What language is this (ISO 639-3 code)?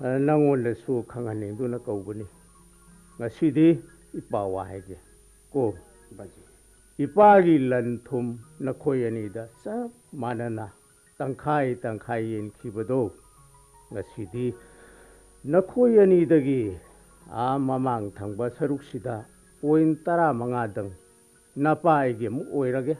mni